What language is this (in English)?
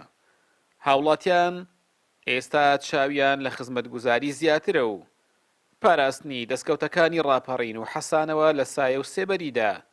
Central Kurdish